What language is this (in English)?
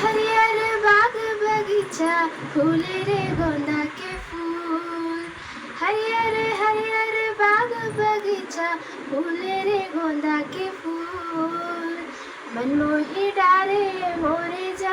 Chhattisgarhi